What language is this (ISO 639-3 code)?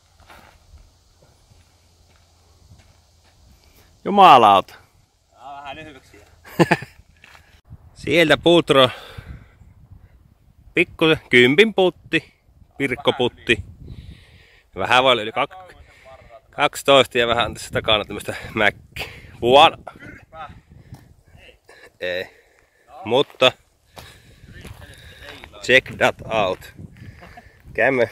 fin